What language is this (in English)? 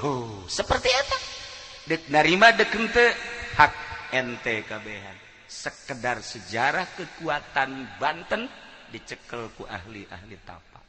Sundanese